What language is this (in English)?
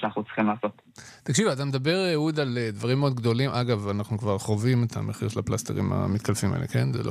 Hebrew